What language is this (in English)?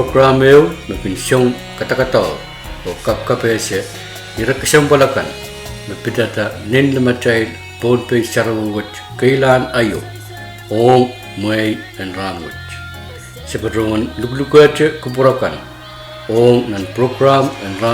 Pohnpeian